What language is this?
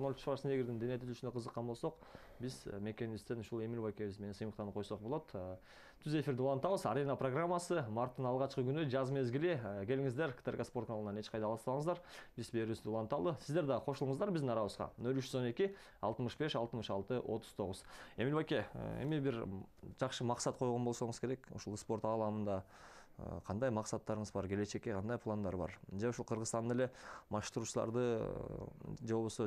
Kyrgyz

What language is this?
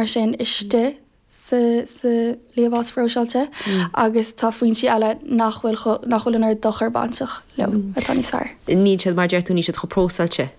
Irish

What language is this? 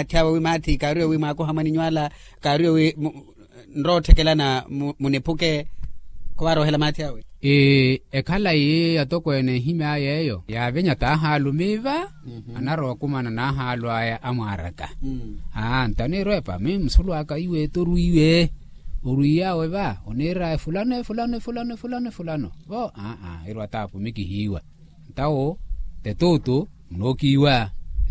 Makhuwa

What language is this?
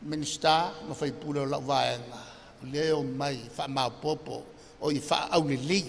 Samoan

